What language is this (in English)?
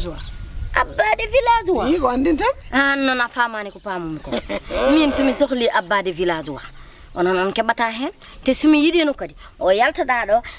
Fula